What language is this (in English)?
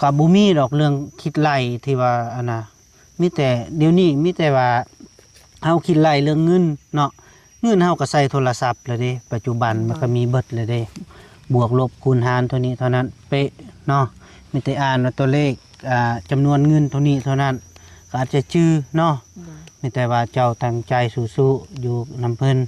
Lao